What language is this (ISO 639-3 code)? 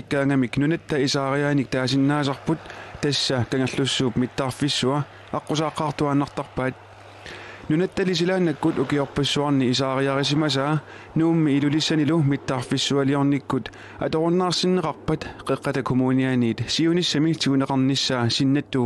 kal